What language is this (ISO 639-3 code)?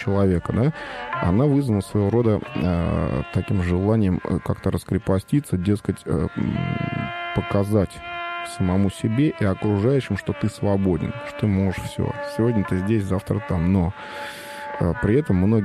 rus